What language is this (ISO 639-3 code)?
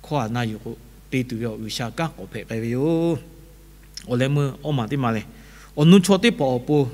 lhu